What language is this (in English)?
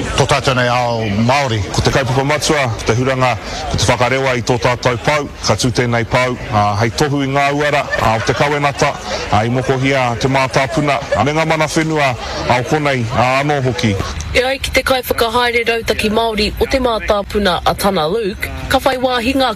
Māori